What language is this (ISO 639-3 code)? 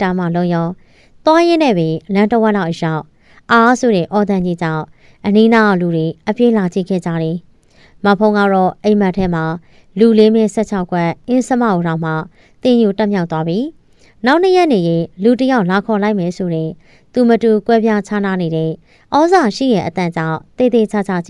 mya